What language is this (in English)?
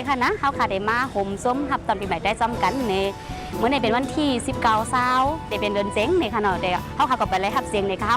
Shan